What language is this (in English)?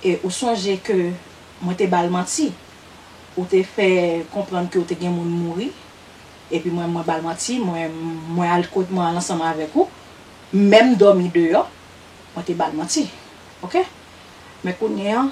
Haitian Creole